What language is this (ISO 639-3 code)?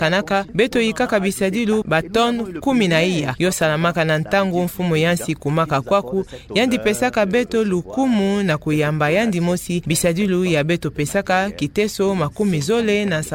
ktu